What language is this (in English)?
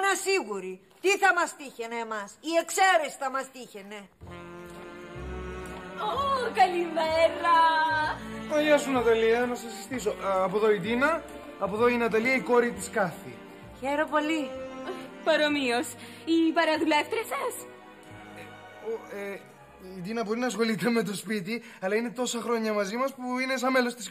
Greek